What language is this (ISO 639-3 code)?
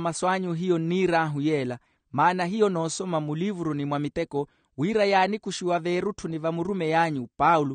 swa